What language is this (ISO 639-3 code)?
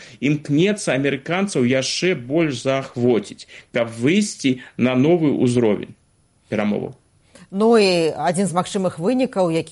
bel